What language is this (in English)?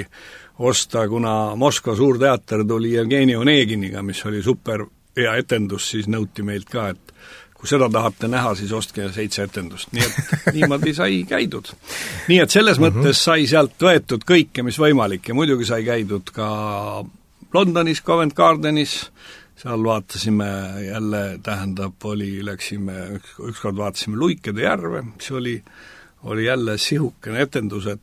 Estonian